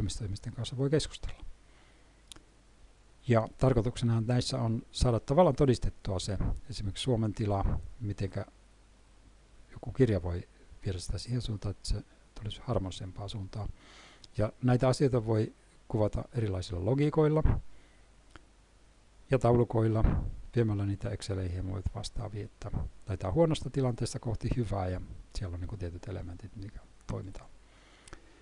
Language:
Finnish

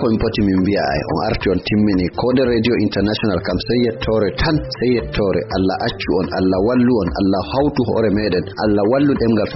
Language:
Fula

